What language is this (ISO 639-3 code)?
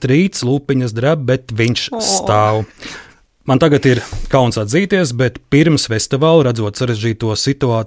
lav